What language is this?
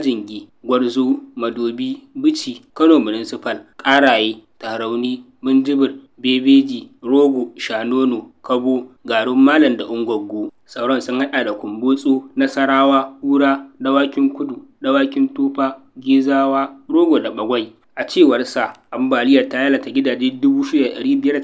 Hausa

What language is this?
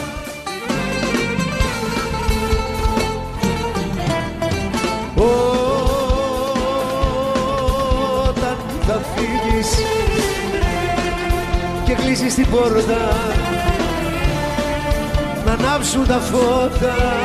Greek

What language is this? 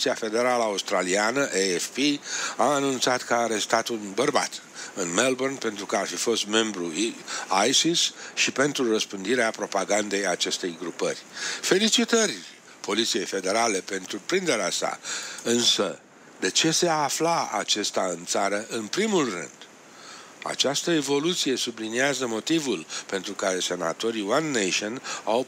Romanian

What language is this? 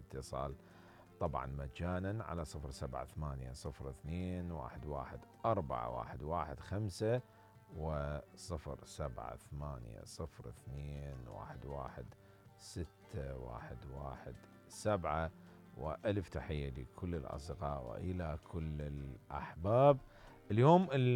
Mesopotamian Arabic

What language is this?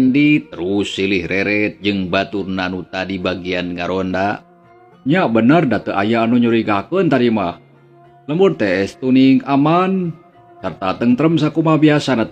Sundanese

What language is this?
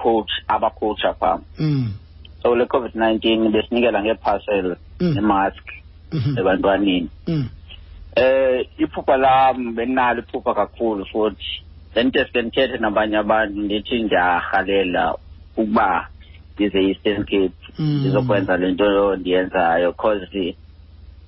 Xhosa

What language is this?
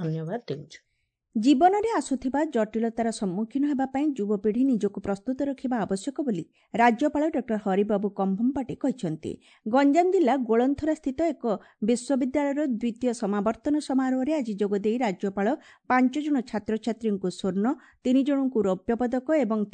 Odia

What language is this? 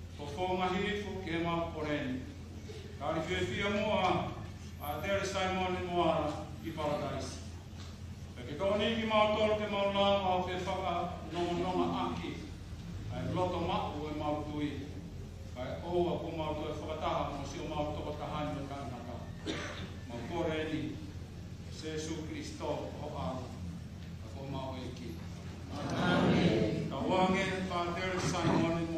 Tongan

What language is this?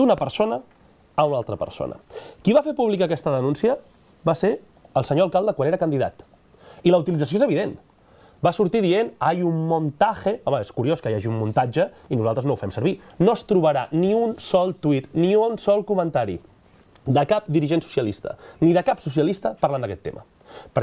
Catalan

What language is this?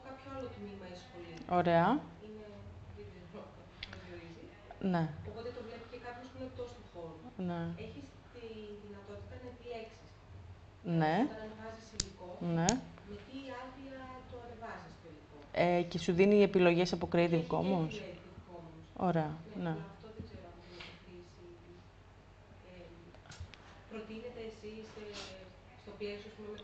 Greek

